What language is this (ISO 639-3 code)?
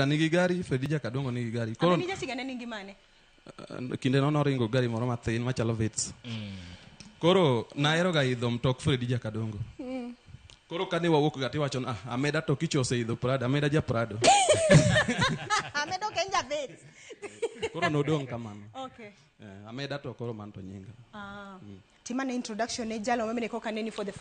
luo